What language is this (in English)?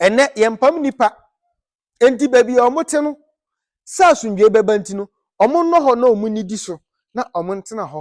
Akan